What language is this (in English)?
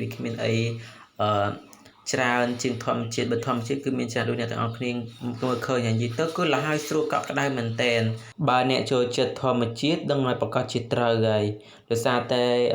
Khmer